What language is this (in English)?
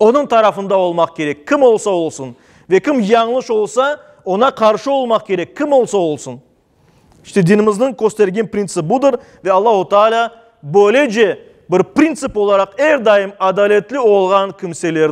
Crimean Tatar